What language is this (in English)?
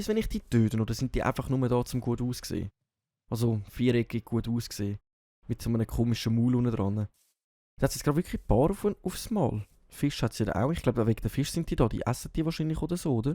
Swiss German